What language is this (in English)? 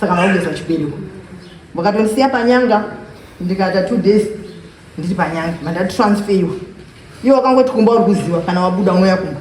Shona